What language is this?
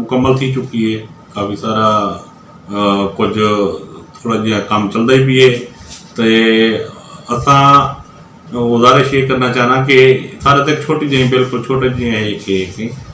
Western Panjabi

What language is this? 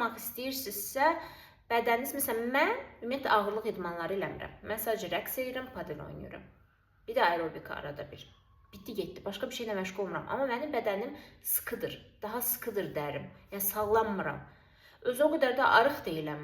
Azerbaijani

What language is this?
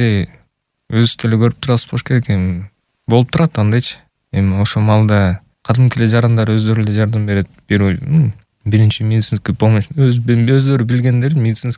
Kyrgyz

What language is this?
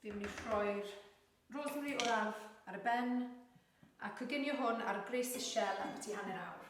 Welsh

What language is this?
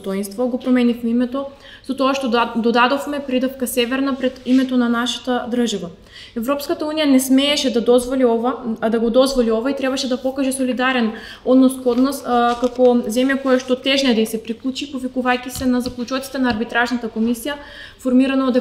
Macedonian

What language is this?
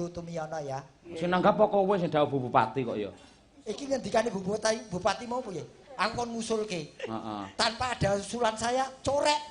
Javanese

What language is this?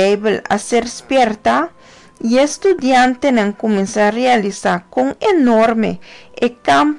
Papiamento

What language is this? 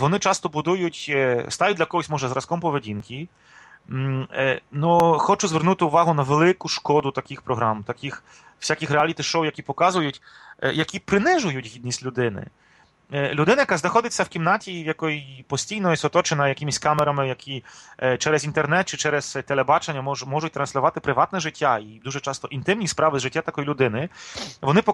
Ukrainian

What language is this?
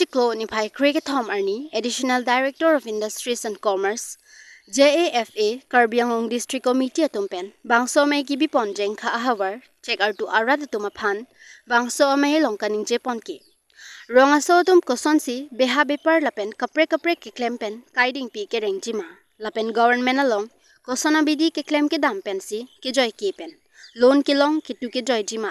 Karbi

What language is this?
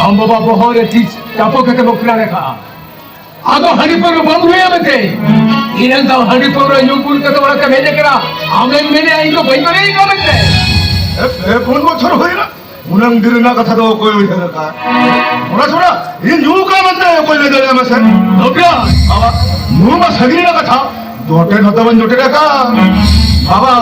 Santali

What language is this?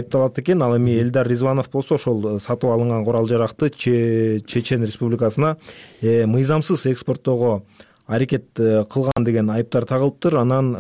Kyrgyz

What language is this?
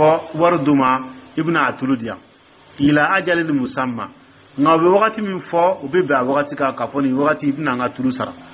Dyula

